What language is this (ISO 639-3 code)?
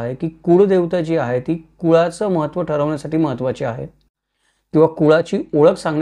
mar